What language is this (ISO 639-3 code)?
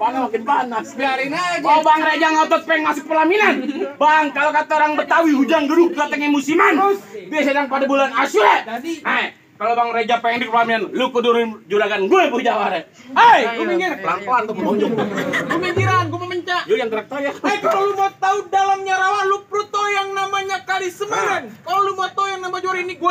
bew